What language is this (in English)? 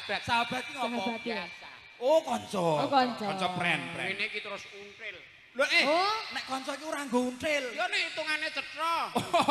Javanese